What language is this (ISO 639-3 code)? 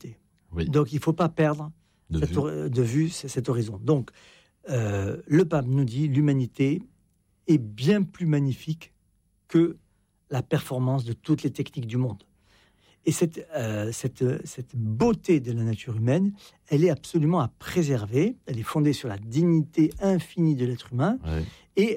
fra